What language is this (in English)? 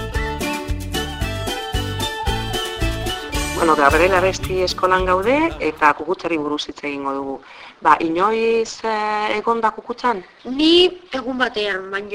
Basque